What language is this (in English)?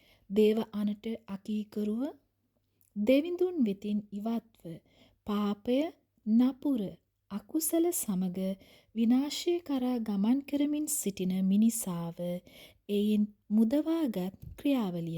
Sinhala